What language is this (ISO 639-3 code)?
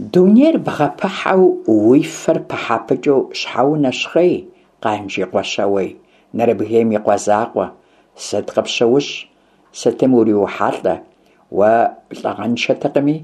kbd